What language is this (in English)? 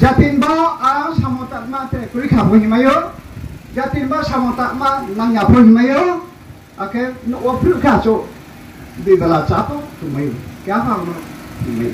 Riang (India)